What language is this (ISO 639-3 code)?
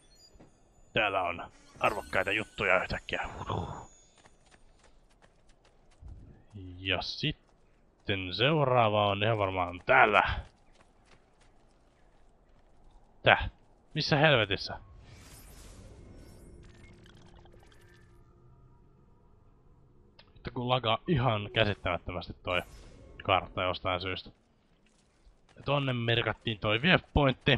fin